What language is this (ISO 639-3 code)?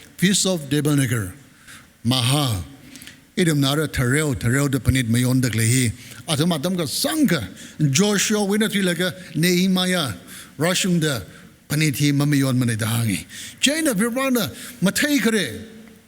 nmf